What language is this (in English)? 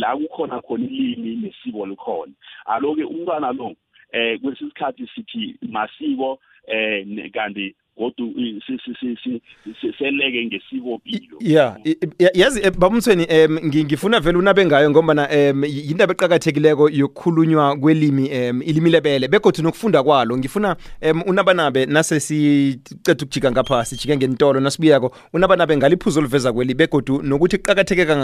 South Ndebele